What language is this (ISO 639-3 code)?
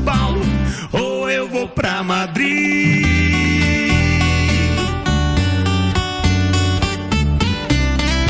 por